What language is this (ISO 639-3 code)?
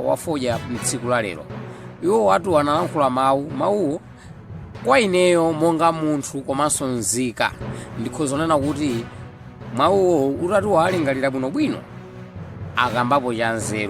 nya